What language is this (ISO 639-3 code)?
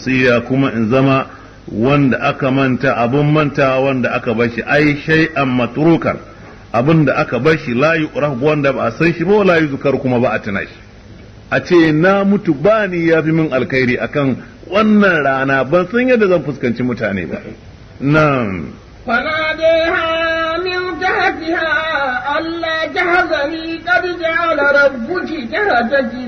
hau